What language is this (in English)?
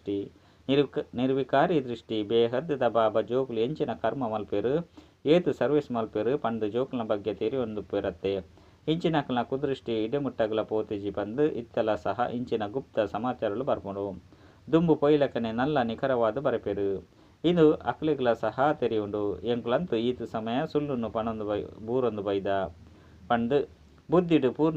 Tulu